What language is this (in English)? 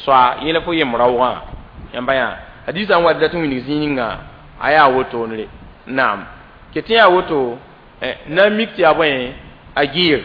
Mossi